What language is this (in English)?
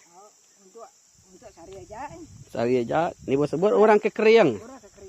Iban